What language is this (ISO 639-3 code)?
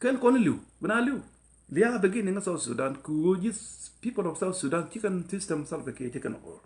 nus